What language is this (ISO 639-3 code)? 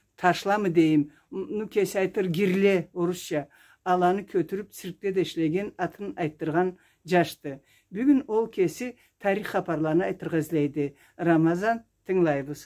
krc